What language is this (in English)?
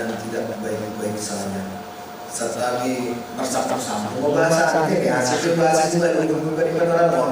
Batak Simalungun